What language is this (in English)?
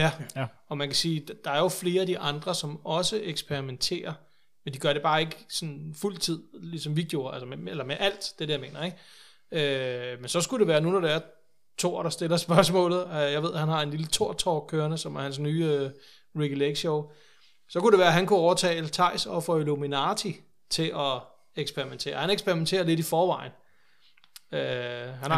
Danish